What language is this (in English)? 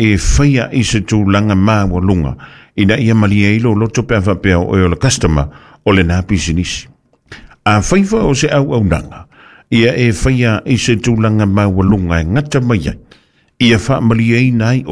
Samoan